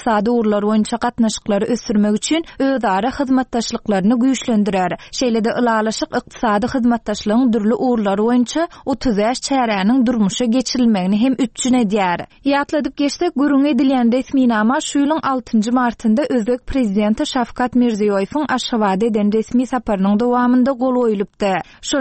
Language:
Turkmen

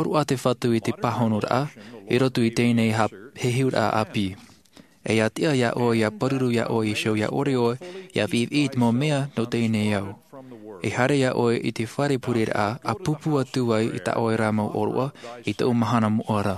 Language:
Tahitian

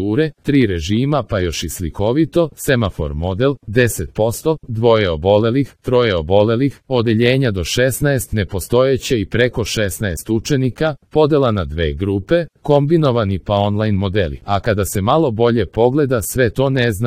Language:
Serbian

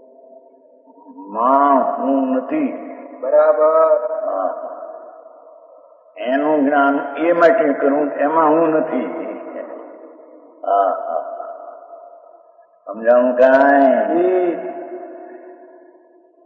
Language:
Gujarati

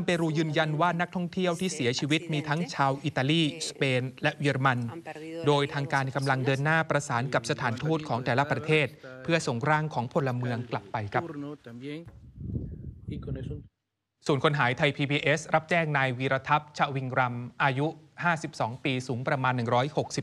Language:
Thai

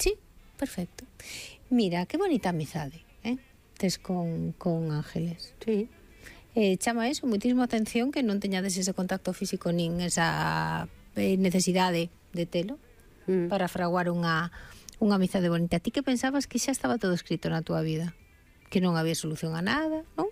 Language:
Galician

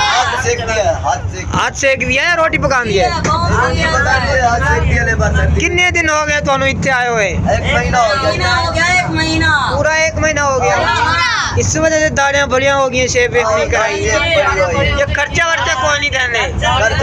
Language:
Saraiki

